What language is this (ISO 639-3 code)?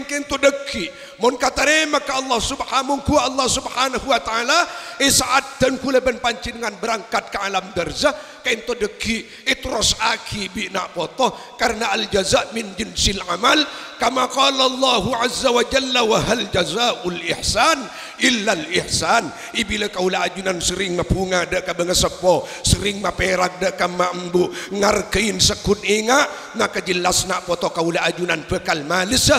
mad